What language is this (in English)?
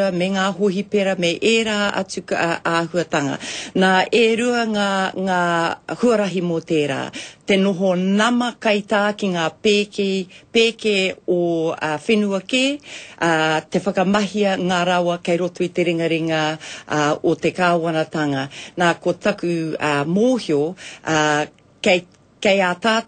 Māori